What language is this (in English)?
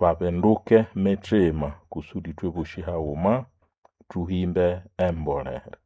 Nande